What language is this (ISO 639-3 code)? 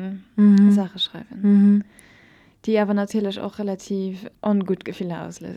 ltz